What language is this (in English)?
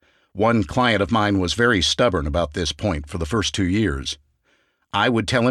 English